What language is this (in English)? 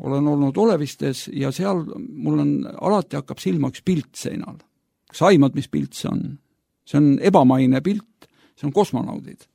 Estonian